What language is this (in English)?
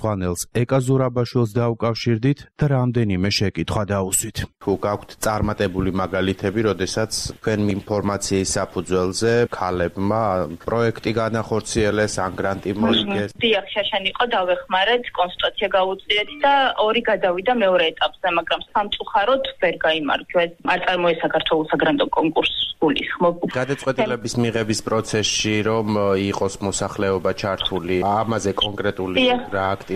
Georgian